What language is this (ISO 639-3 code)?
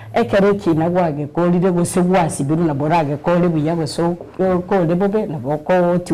guz